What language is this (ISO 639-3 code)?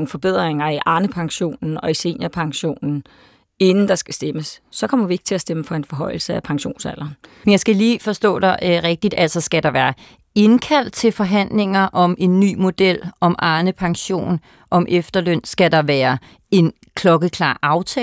dan